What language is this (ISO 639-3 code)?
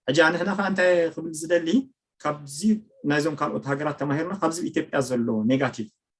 tir